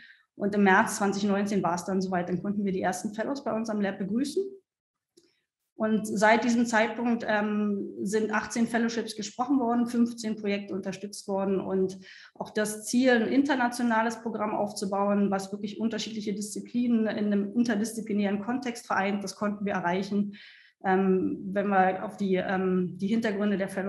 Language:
German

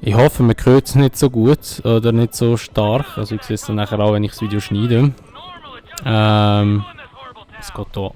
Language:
Swiss German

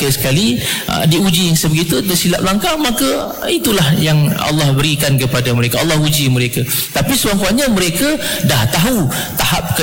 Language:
Malay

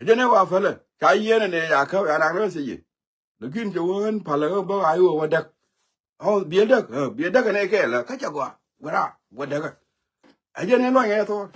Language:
Nuer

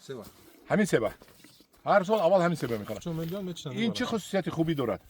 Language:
Tajik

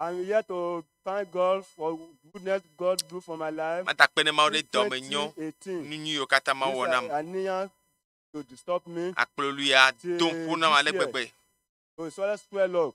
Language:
Ewe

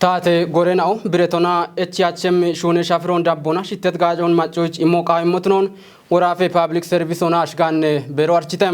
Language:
Kafa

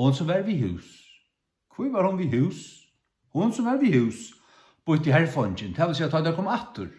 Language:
Faroese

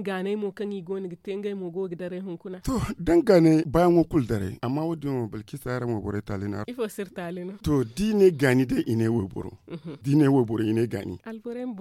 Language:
Zarma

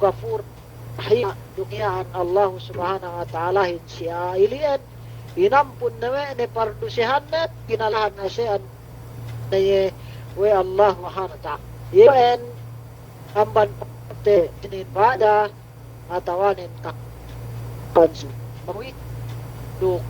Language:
Yakan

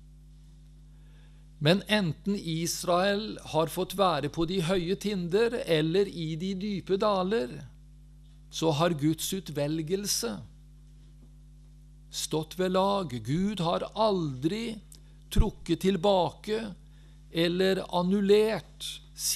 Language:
Norwegian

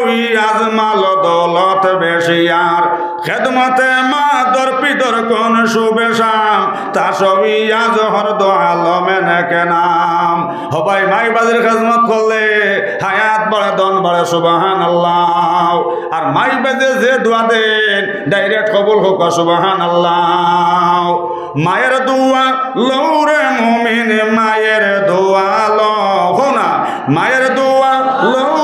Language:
Sylheti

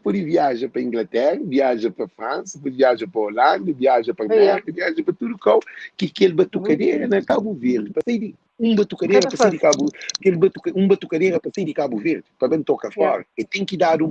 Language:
Kabuverdianu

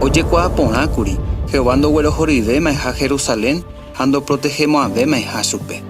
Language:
Guarani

